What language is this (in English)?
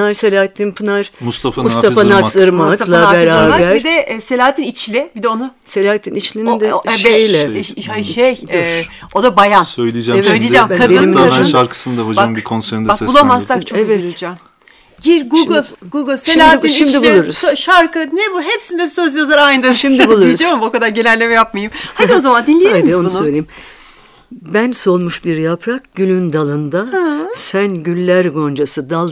Turkish